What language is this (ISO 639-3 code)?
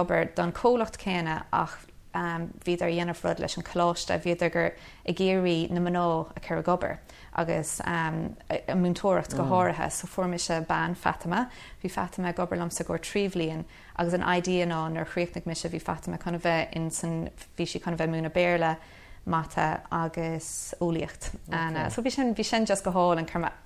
gle